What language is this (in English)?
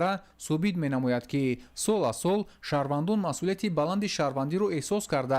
Tajik